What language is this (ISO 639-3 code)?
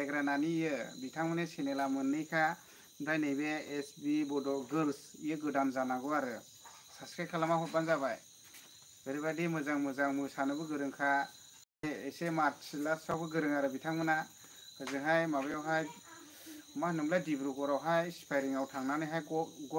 brx